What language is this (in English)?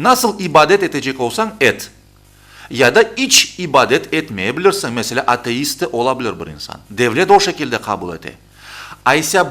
Crimean Tatar